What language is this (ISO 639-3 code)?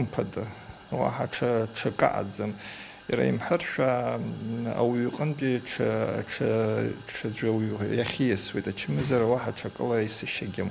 abk